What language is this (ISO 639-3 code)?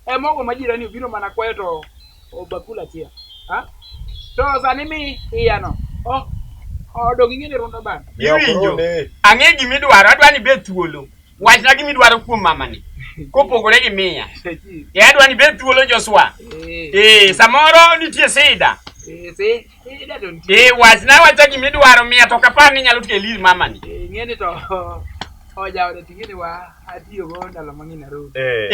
luo